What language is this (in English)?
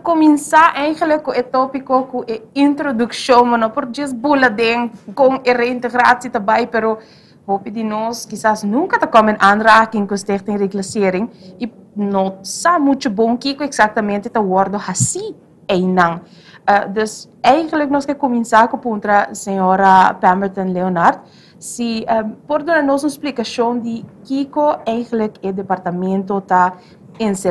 Papiamento